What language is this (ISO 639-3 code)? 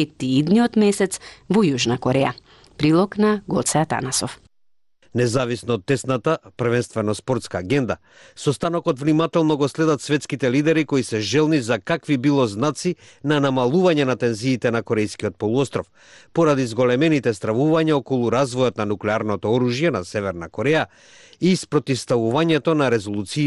mkd